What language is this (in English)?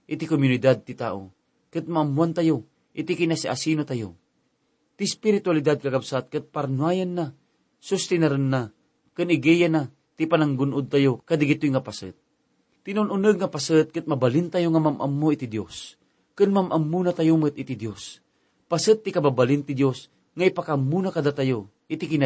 Iloko